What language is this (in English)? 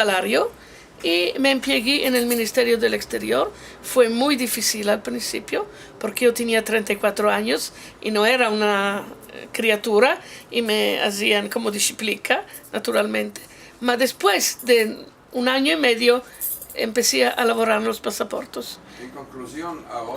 Ladino